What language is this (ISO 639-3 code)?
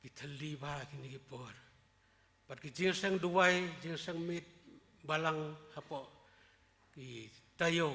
kha